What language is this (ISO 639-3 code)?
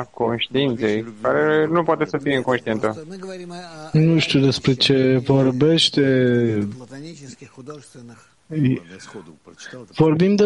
ron